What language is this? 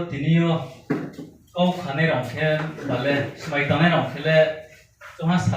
Riang (India)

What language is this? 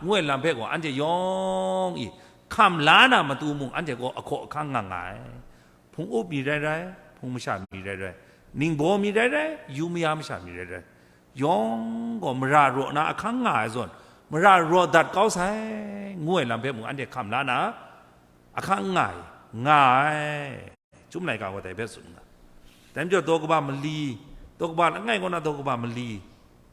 Kachin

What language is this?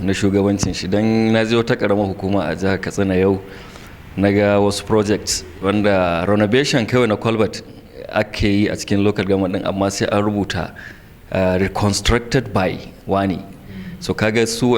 Hausa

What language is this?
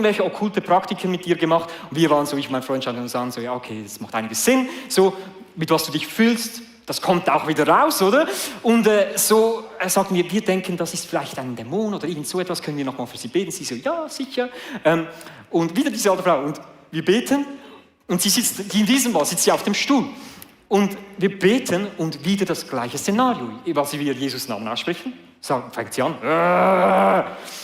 Swiss German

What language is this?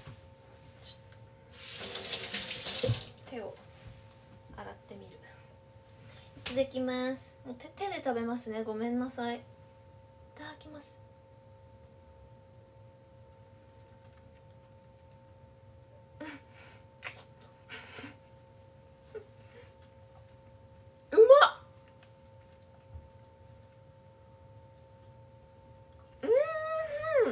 Japanese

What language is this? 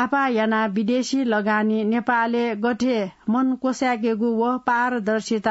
Newari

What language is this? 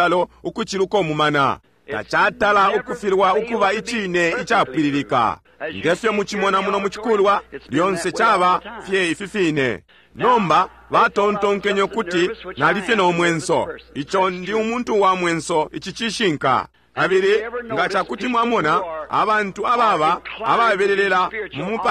Bemba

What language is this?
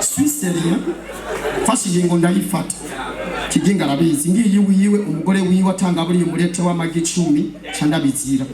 Rundi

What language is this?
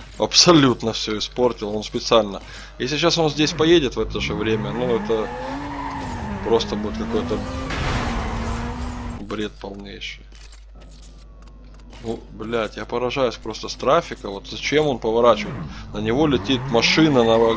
Russian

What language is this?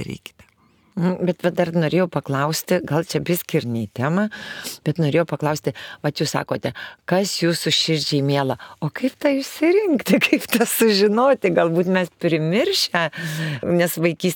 Lithuanian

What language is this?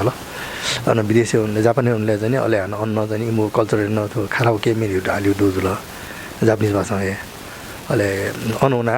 Newari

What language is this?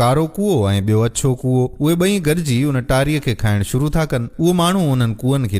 Sindhi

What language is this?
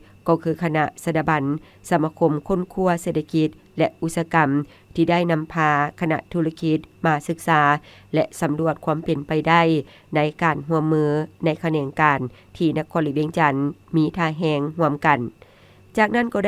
Lao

